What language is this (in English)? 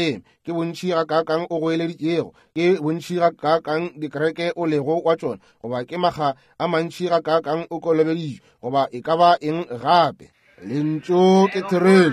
Northern Sotho